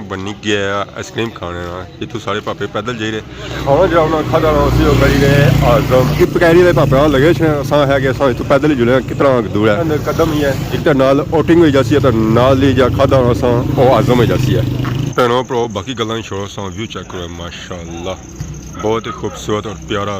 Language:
Pahari-Potwari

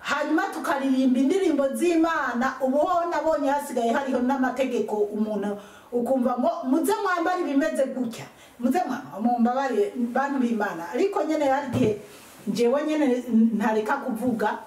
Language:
Rundi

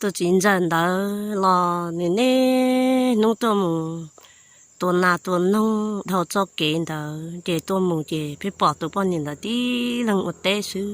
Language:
Hmong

